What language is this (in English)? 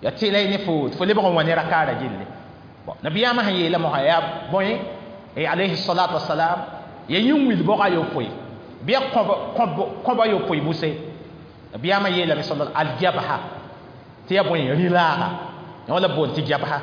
Mossi